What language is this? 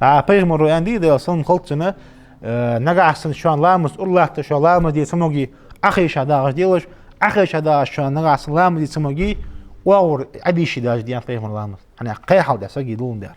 Ingush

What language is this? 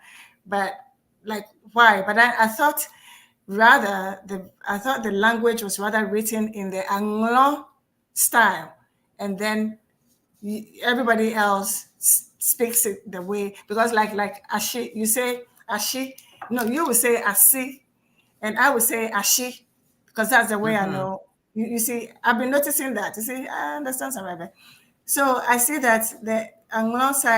Ewe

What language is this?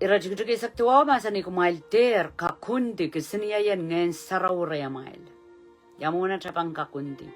Pohnpeian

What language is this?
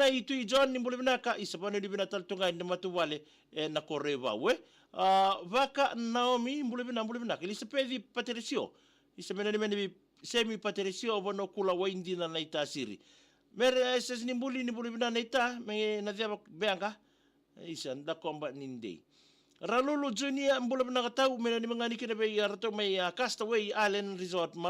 Fijian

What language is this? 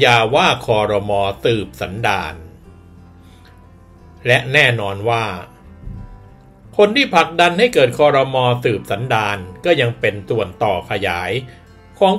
Thai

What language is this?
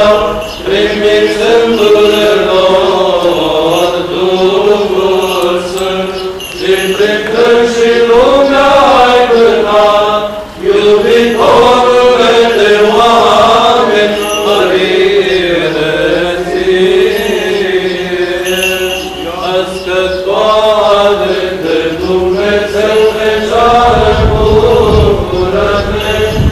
Romanian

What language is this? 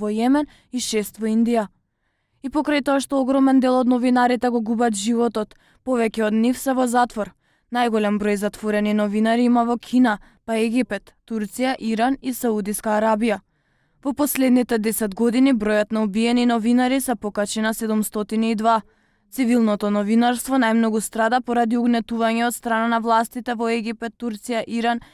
Macedonian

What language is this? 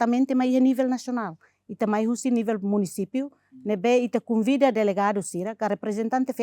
Tetum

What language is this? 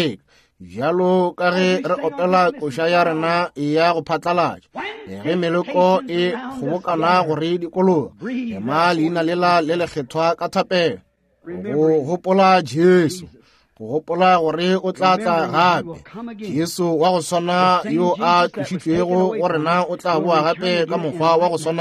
Northern Sotho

